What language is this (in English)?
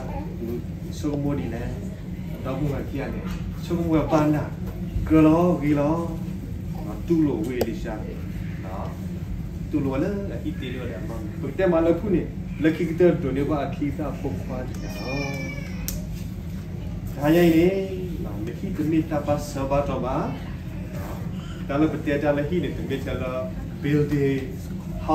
S'gaw Karen